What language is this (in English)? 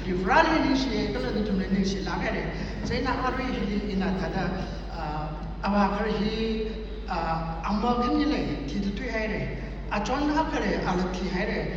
Tangkhul Naga (India)